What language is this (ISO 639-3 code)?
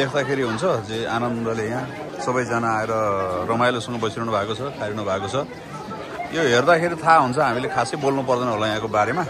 nep